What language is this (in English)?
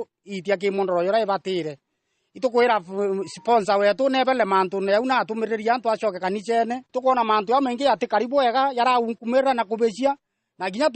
Meru